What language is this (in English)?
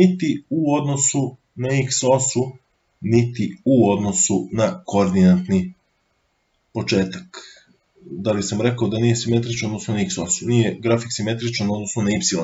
Serbian